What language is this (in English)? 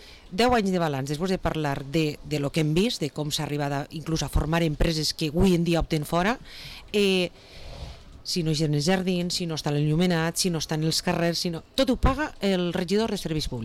Catalan